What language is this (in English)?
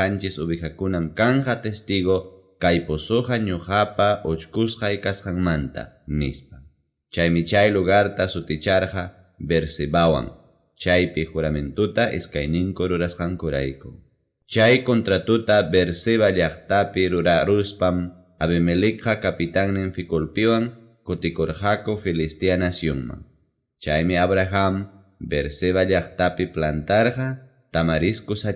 Ayacucho Quechua